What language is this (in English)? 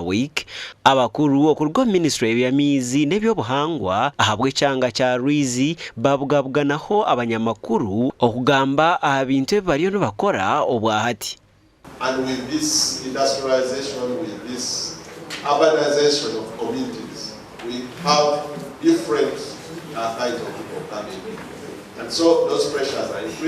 Nyankole